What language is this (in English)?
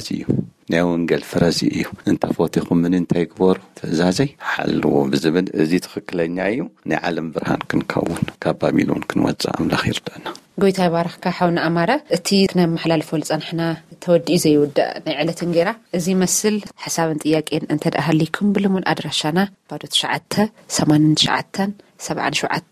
Tigrinya